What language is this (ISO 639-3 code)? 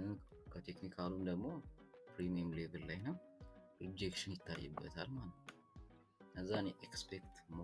amh